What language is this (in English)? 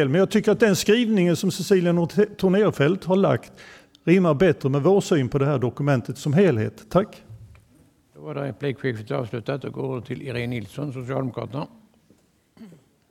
Swedish